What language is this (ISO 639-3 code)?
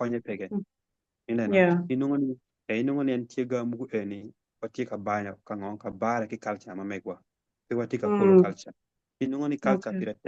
ach